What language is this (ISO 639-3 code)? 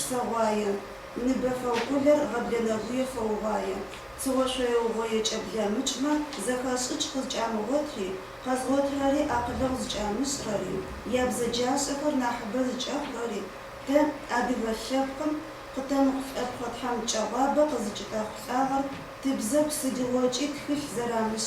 ady